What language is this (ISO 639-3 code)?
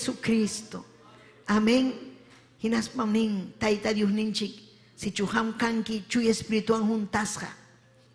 quy